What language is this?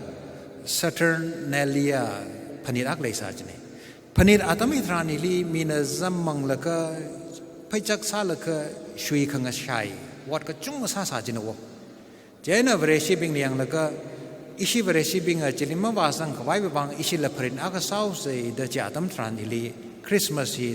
Tangkhul Naga (India)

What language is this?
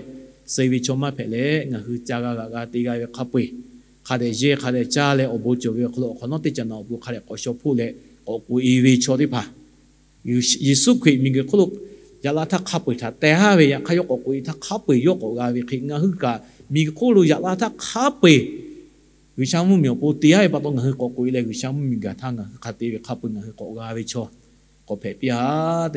Lahu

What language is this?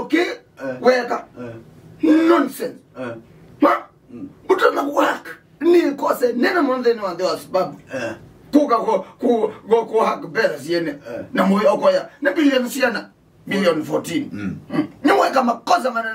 Kamba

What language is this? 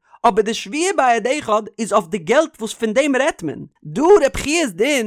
Yiddish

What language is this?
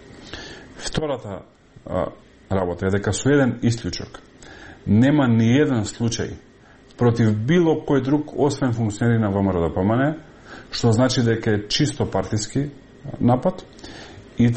Macedonian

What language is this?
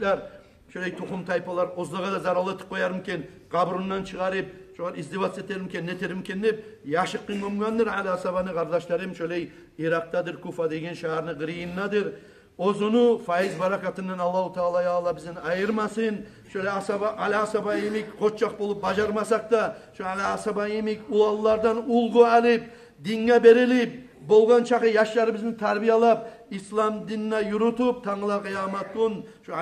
Kumyk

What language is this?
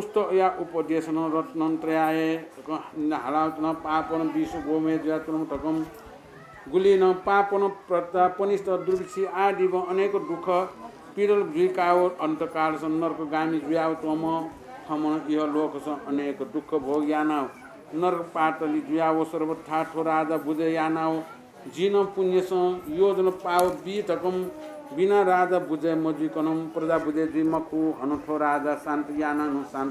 Newari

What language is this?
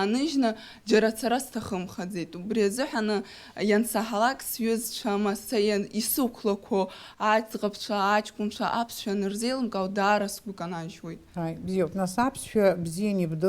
Abkhazian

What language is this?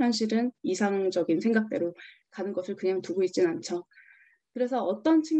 Korean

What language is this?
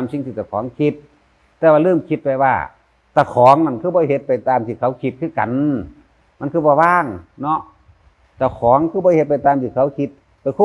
Northeastern Thai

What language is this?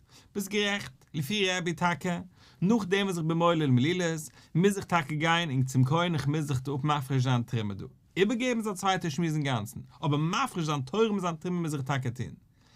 Yiddish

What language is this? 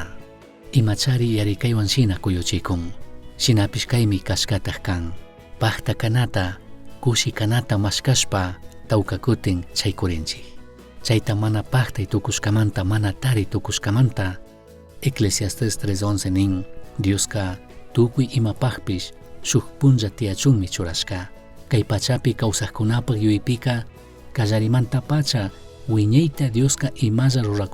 Chimborazo Highland Quichua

